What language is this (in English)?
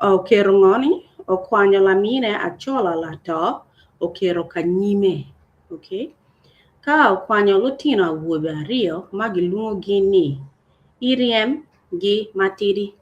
Acoli